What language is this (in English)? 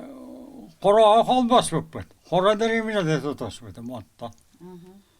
Yakut